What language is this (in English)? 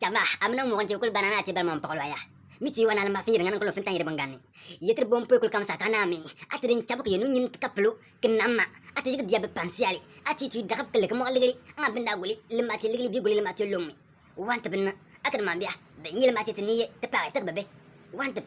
Bimoba